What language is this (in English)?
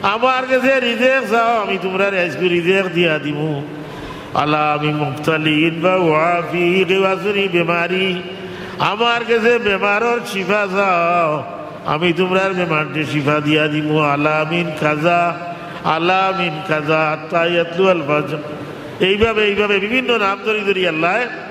Sylheti